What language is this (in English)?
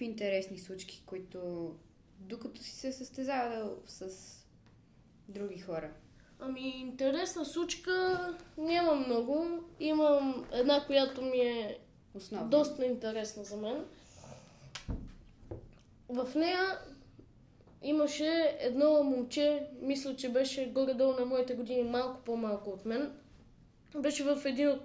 Bulgarian